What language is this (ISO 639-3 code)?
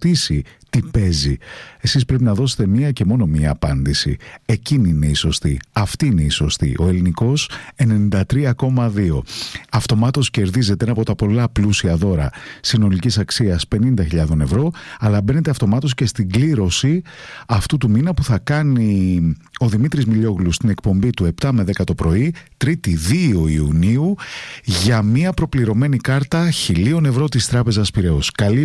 ell